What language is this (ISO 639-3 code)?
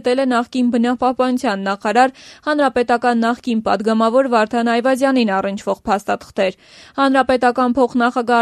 hye